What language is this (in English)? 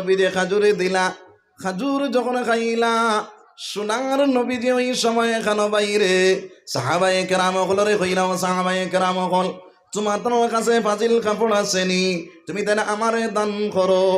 Sylheti